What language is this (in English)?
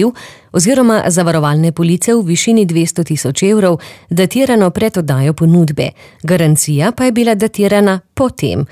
Slovenian